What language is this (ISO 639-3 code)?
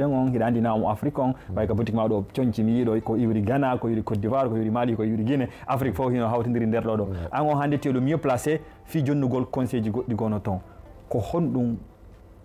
ful